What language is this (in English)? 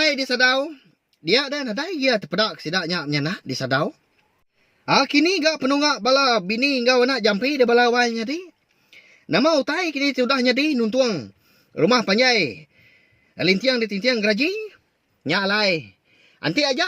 Iban